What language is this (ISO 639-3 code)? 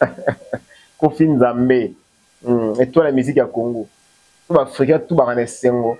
lin